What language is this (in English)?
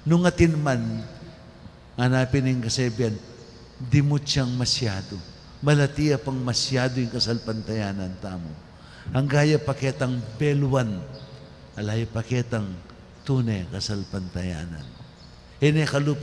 Pampanga